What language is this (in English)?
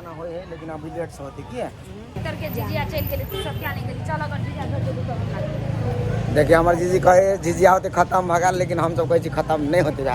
Maithili